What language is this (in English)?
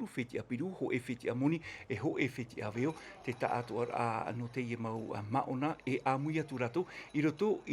Tahitian